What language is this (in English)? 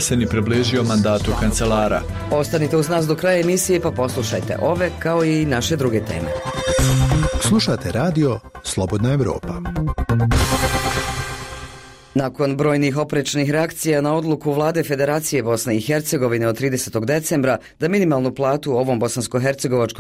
Bosnian